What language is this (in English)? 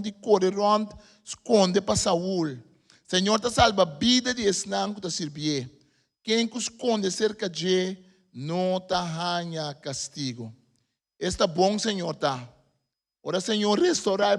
Papiamento